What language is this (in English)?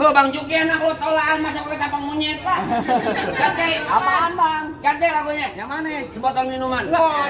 Betawi